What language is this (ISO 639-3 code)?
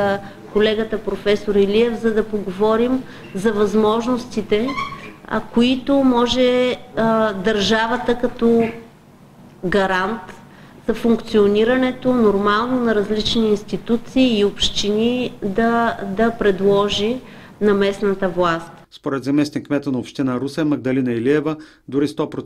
bul